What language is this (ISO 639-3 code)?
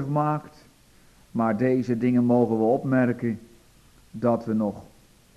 nld